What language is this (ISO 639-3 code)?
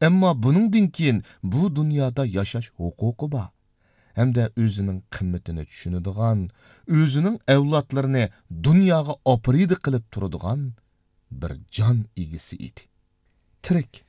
uig